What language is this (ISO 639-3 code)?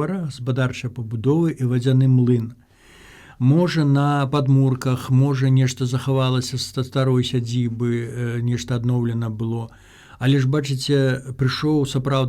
bel